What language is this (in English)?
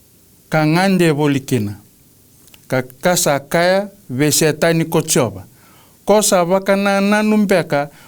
Fijian